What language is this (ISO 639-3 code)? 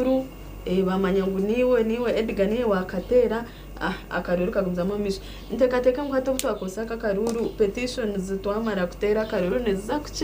nyn